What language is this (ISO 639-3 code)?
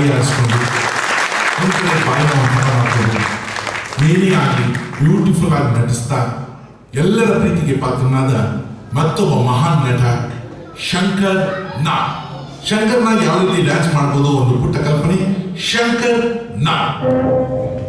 kan